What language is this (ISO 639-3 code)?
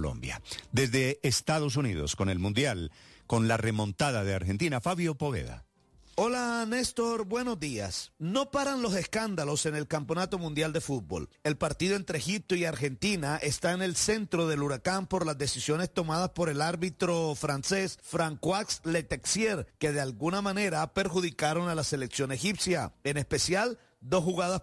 spa